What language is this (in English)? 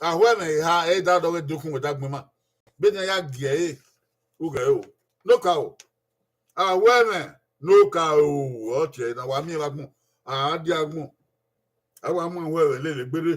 Bini